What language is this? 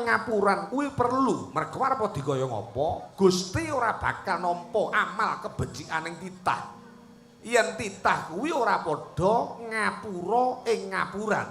Javanese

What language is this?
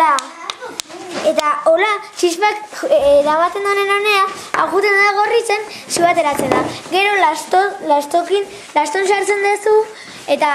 Basque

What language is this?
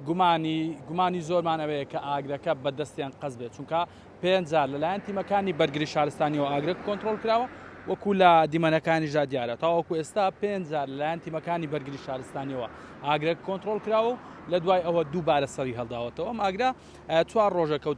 Central Kurdish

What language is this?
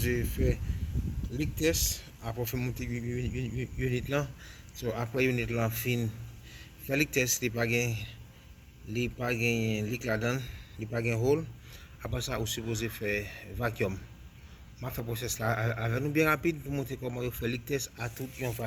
Haitian Creole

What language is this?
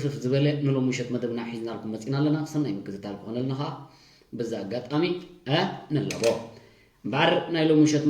Tigrinya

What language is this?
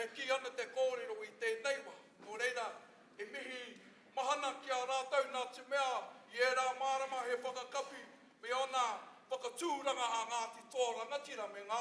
Māori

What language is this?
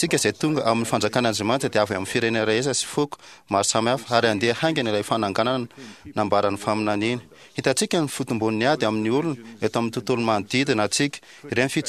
Malagasy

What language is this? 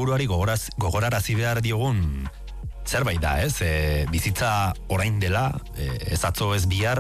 Basque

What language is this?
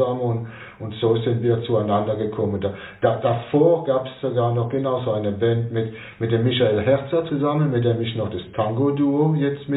German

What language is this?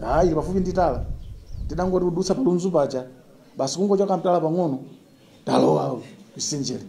Nyanja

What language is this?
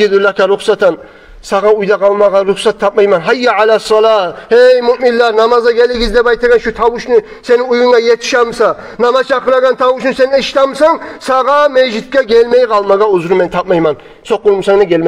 Kumyk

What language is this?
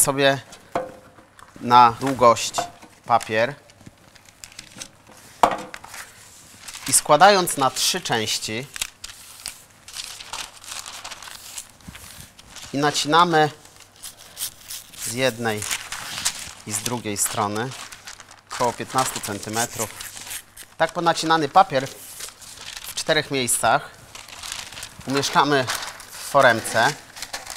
Polish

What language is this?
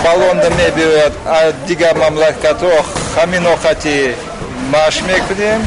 Tajik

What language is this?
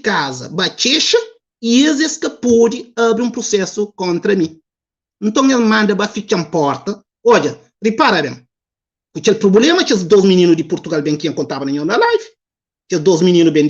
Kabuverdianu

